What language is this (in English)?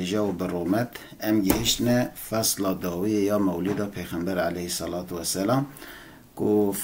Kurdish